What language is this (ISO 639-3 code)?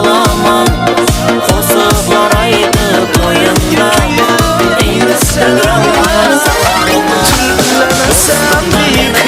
kaa